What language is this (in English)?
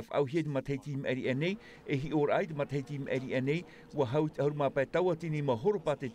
Tahitian